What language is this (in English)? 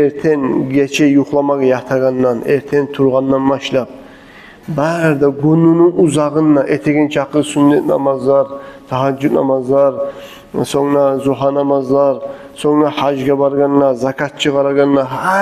Kumyk